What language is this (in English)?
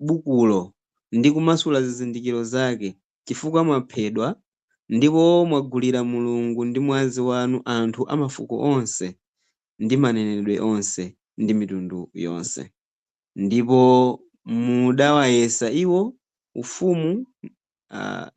Nyanja